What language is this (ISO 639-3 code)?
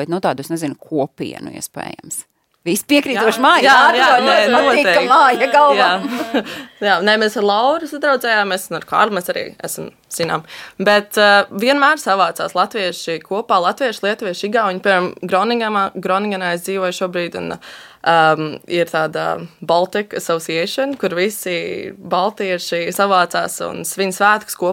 lav